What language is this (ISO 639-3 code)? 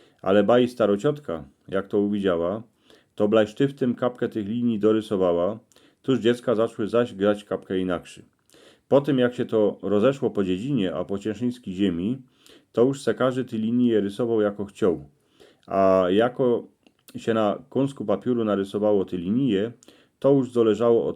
szl